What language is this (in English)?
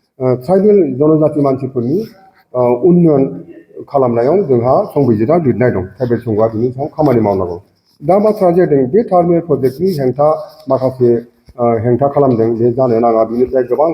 Bodo